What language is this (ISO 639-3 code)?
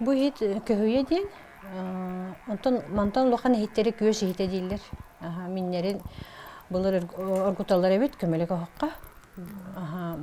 sah